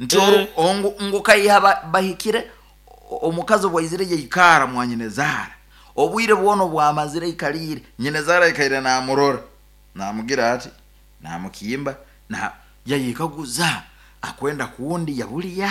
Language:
Nyoro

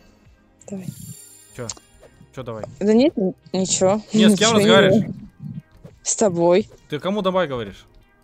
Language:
Russian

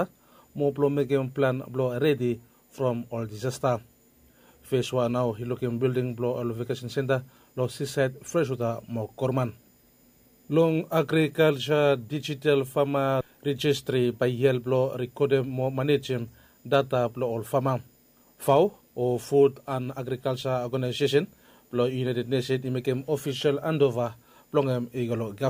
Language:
Bislama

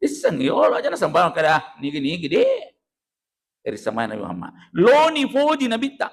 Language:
Buginese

